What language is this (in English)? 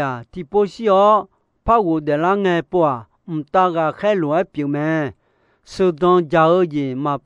Akha